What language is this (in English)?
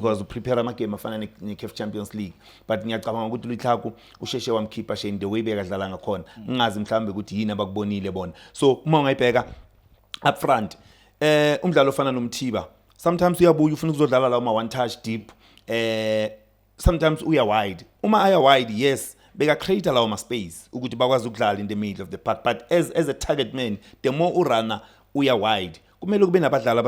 Zulu